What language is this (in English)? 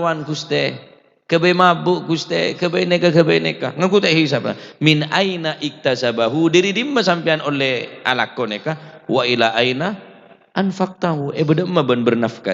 Madurese